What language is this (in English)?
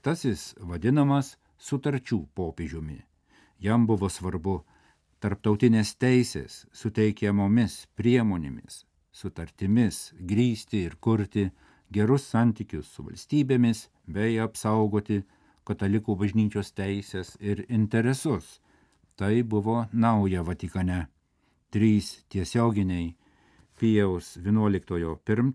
Lithuanian